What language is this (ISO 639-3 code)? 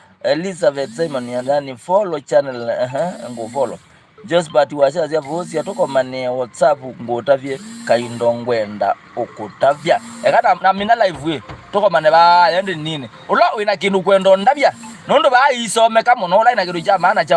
kam